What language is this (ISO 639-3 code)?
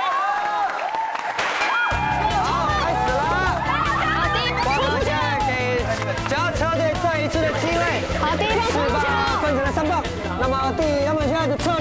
zho